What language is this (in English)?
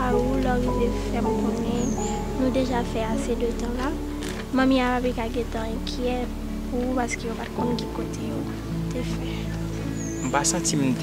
Haitian Creole